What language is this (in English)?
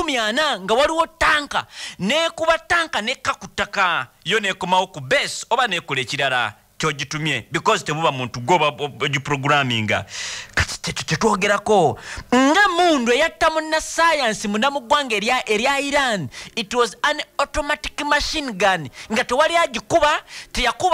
Ganda